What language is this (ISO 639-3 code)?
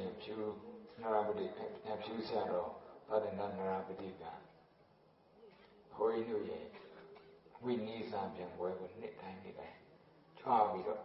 mya